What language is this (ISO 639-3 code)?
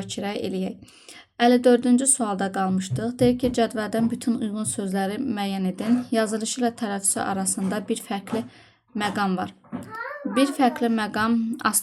aze